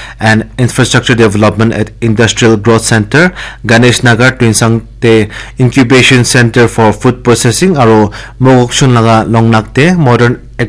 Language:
Naga Pidgin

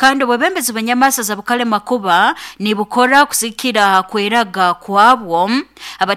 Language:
Nyoro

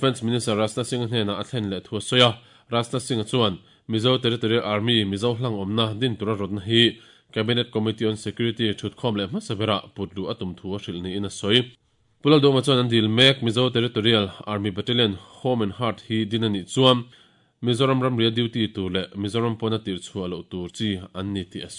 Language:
Mizo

